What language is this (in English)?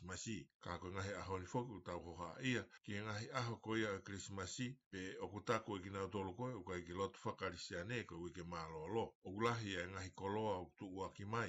Tongan